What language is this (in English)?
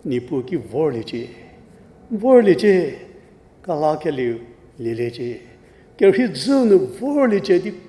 Angami Naga